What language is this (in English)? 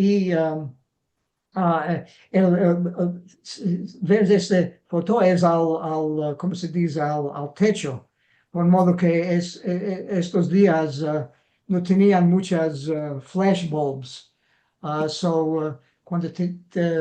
Ladino